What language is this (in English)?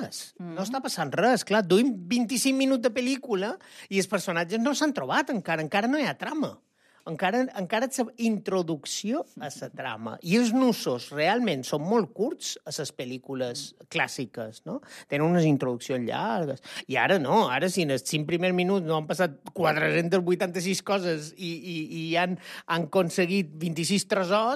Catalan